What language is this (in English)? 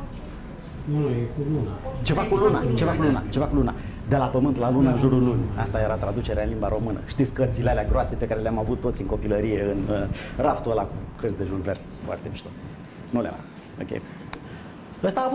Romanian